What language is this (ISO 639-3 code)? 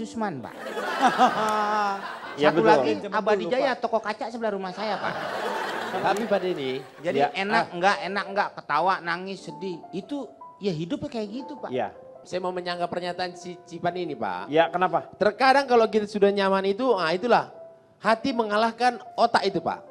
ind